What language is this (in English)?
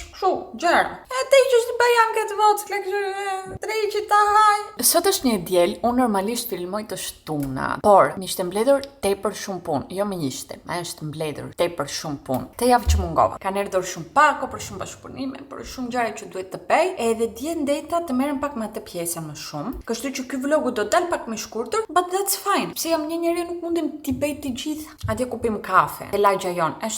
Albanian